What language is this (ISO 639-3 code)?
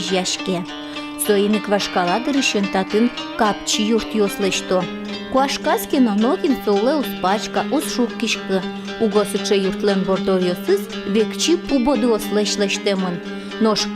udm